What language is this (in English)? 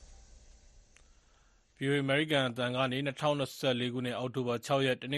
Burmese